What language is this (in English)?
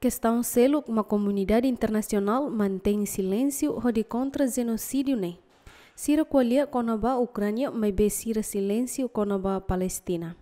Tetum